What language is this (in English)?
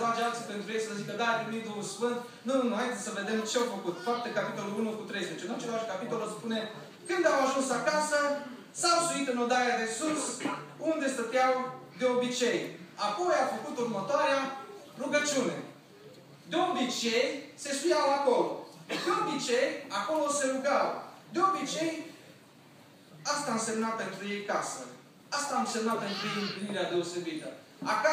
Romanian